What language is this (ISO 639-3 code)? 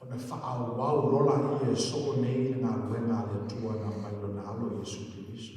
smo